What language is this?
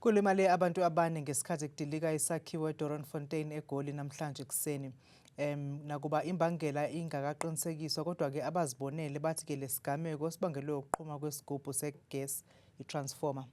Zulu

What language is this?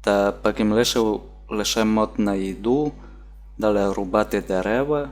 Rusyn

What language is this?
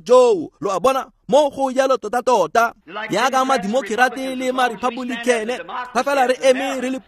Tswana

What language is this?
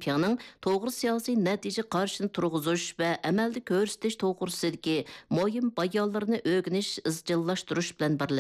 Uyghur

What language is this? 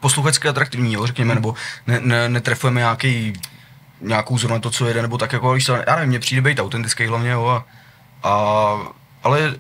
Czech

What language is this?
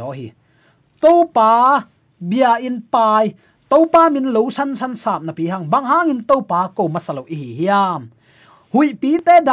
Tedim Chin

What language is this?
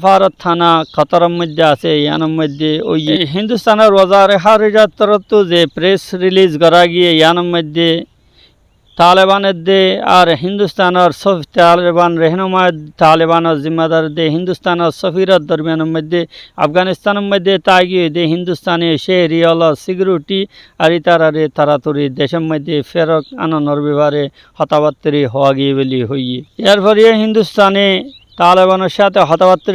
Rohingya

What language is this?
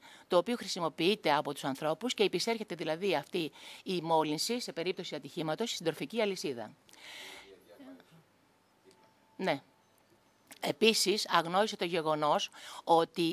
Greek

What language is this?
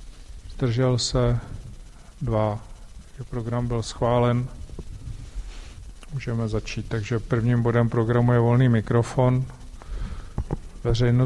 Czech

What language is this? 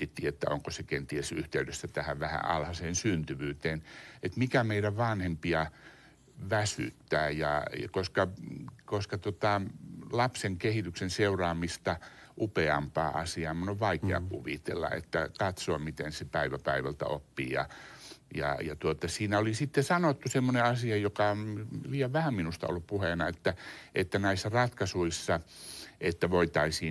Finnish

